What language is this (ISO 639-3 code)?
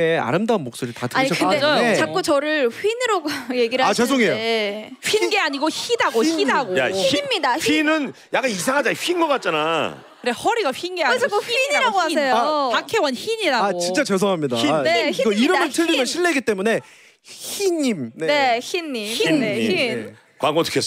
kor